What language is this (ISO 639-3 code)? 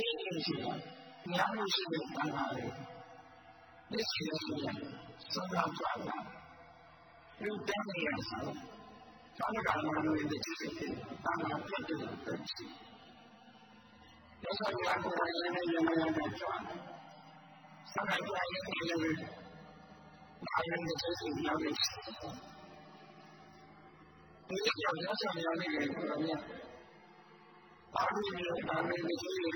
mya